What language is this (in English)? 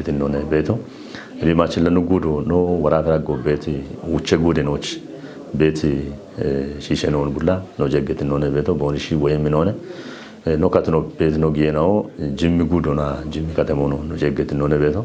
Kafa